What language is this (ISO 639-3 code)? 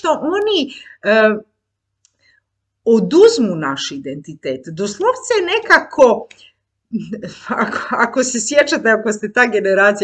hrv